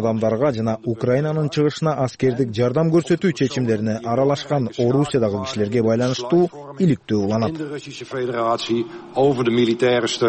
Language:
Kyrgyz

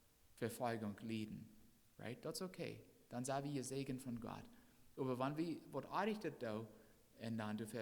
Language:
Plautdietsch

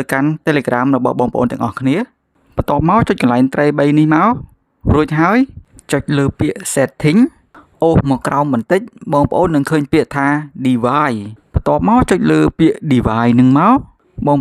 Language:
Khmer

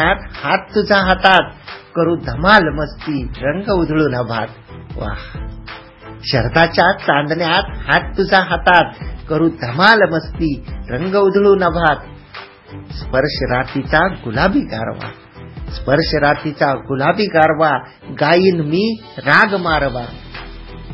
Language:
Marathi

